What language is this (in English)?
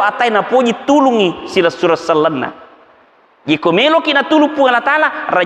Buginese